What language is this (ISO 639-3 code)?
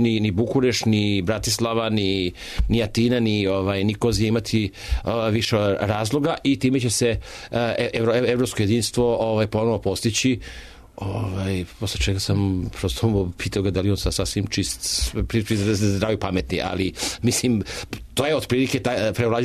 srp